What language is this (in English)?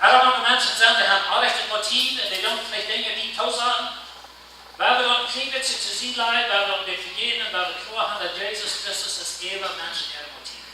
Plautdietsch